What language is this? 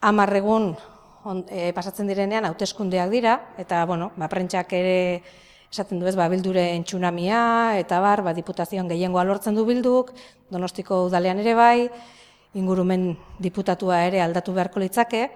Basque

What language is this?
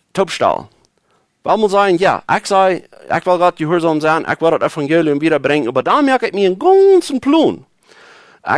Plautdietsch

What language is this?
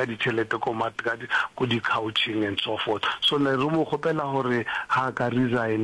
Northern Sotho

